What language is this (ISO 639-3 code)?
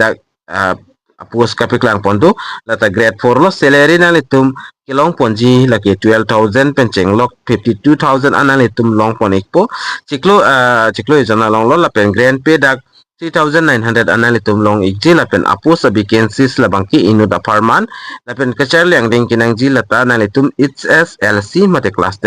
mjw